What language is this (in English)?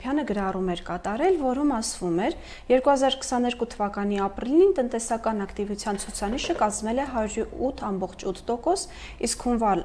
Armenian